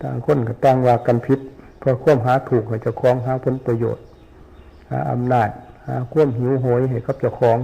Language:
Northeastern Thai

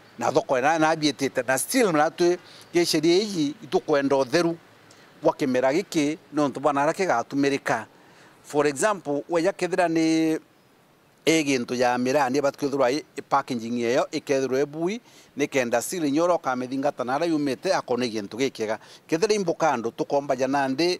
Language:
Meru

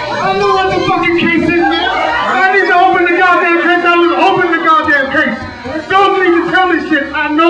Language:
English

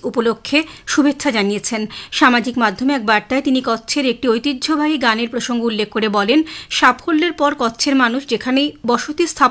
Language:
Bangla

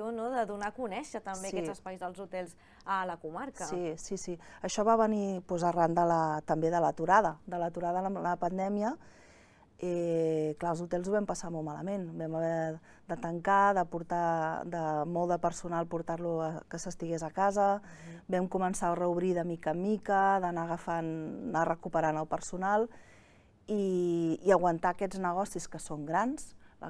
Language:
Catalan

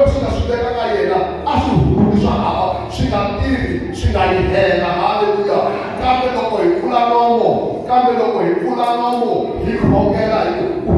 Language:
Tsonga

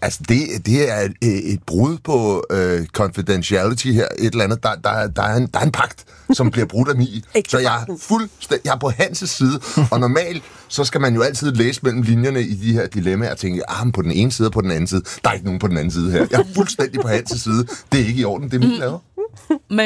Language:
Danish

